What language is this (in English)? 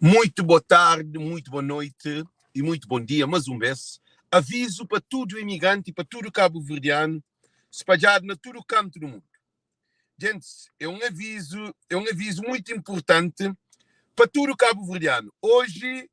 Kabuverdianu